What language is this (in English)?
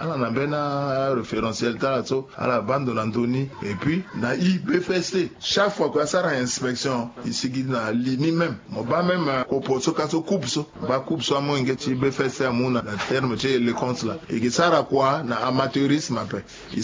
Sango